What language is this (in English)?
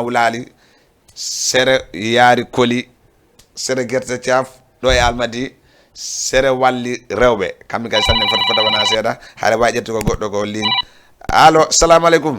Fula